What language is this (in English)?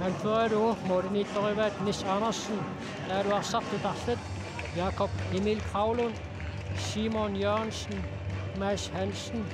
Kalaallisut